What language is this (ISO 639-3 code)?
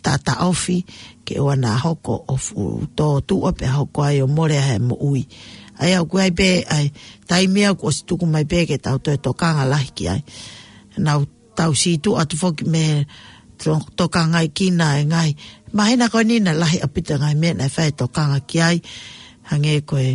ton